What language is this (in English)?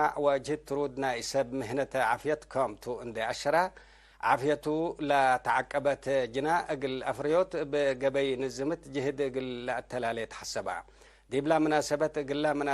Tigre